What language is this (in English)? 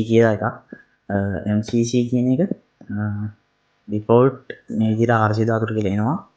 Sinhala